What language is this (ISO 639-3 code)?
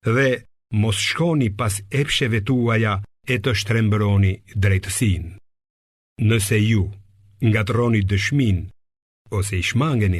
sqi